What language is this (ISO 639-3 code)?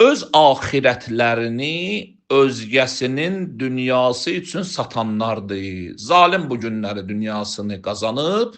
aze